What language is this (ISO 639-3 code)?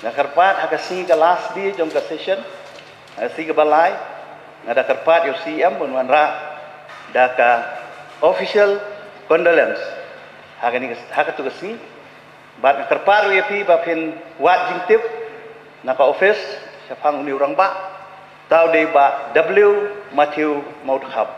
kha